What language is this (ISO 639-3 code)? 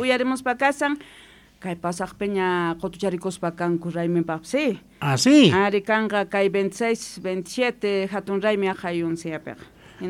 que